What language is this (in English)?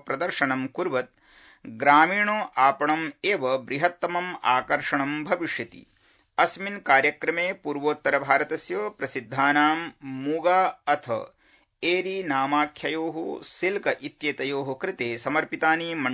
Sanskrit